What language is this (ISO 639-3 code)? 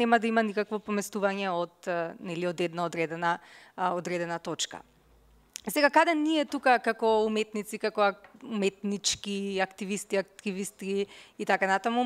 mkd